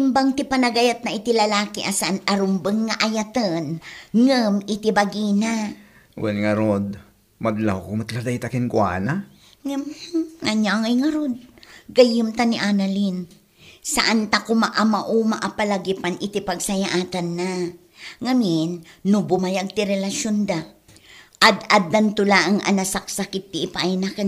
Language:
Iloko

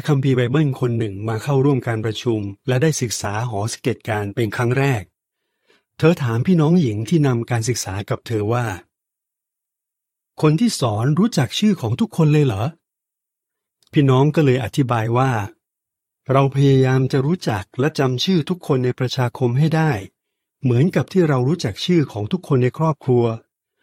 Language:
Thai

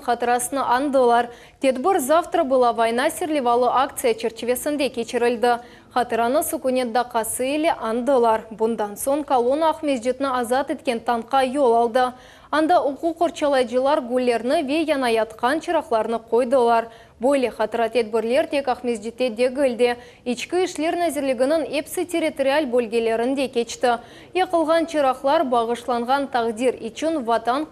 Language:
Crimean Tatar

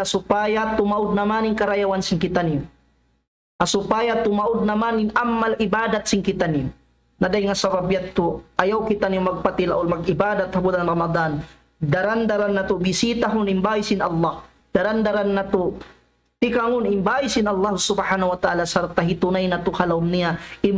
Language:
Tausug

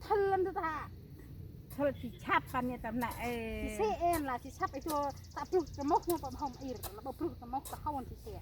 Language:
Central Mnong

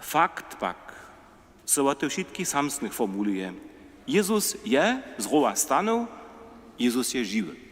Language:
Upper Sorbian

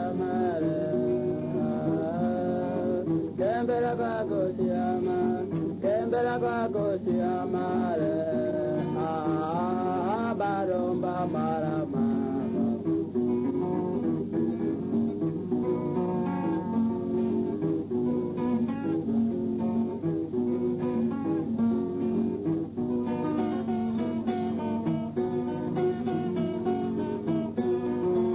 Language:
Swahili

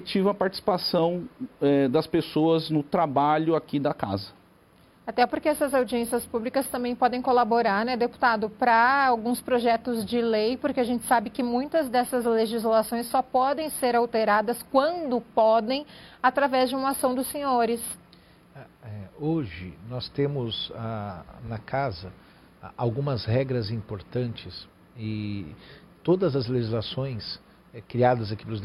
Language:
Portuguese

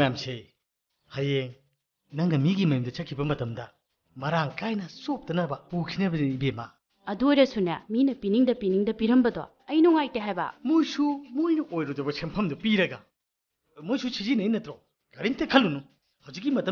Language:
Manipuri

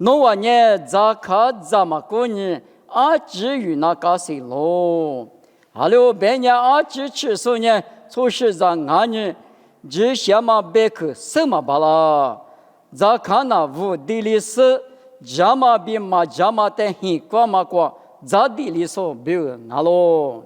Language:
Lisu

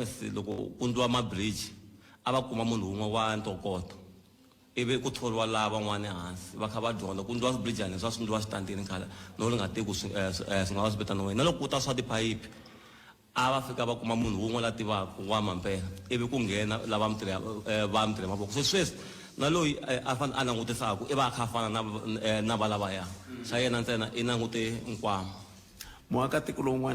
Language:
Tsonga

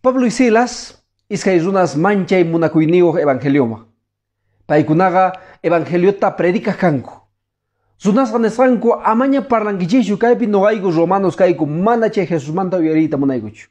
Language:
Quechua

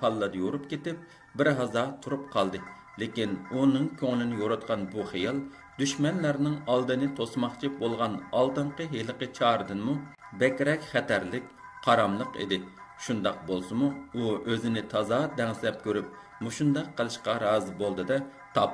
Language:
Uyghur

